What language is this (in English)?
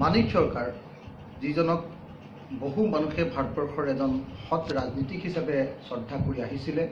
Assamese